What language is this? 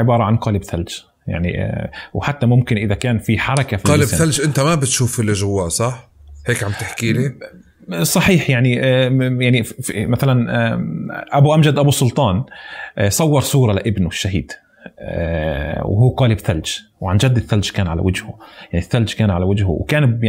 North Levantine Arabic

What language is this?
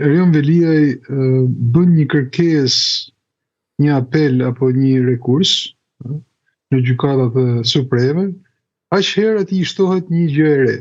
Albanian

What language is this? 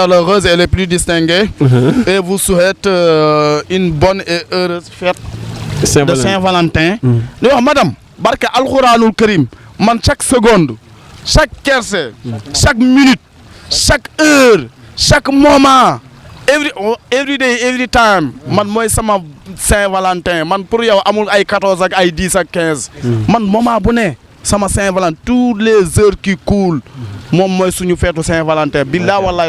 Wolof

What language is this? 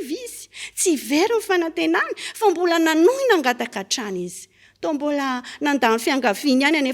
Malagasy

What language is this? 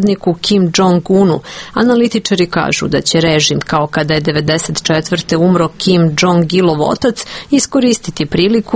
Serbian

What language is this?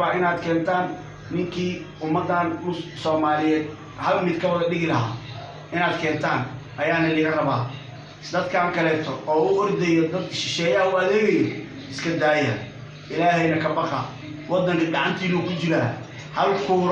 Somali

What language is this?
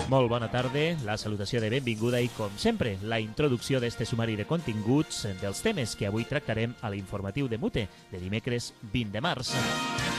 Catalan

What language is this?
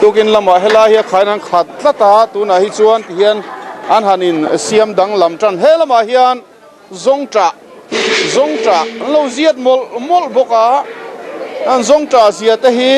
Mizo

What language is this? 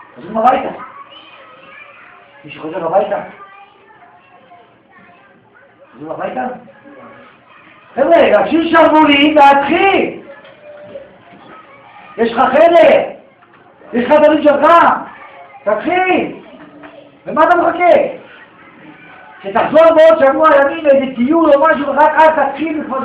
Hebrew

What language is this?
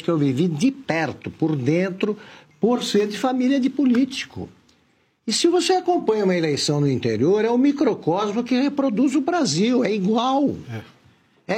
Portuguese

